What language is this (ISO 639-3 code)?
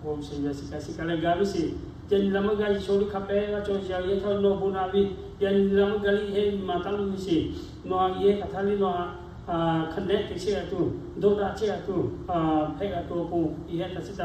lhu